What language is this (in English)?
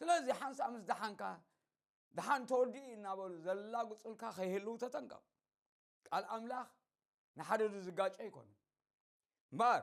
Tigrinya